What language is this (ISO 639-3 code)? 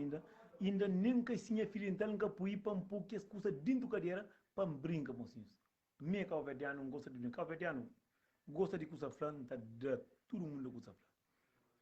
kea